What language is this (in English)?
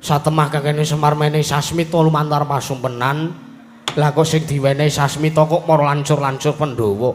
Javanese